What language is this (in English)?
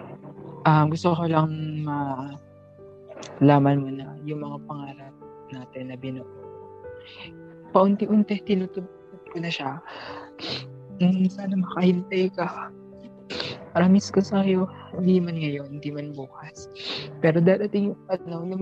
Filipino